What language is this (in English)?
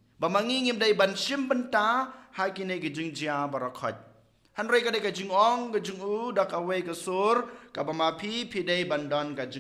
Khasi